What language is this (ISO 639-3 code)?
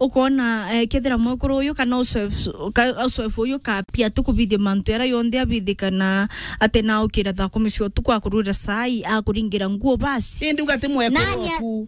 mer